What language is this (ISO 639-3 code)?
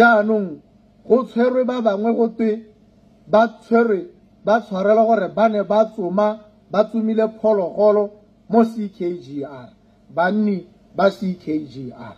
tsn